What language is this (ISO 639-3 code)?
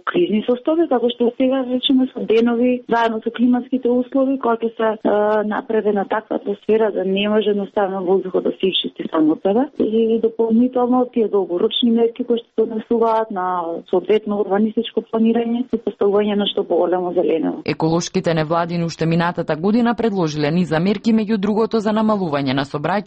mkd